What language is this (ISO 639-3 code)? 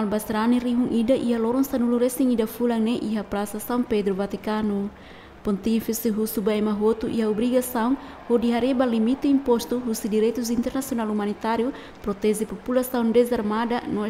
tet